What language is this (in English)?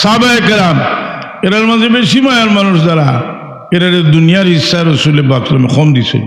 Sylheti